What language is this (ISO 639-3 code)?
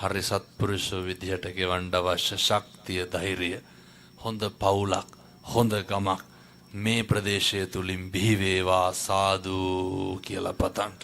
sin